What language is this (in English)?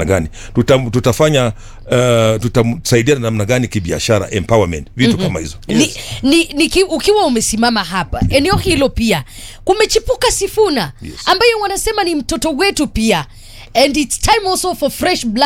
Swahili